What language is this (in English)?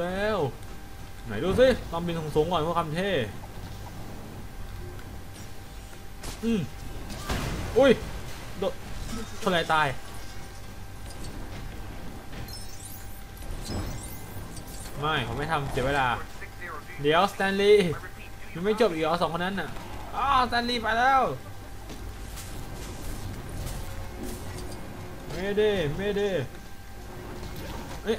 Thai